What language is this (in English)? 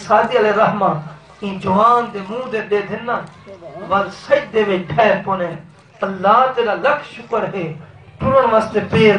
Saraiki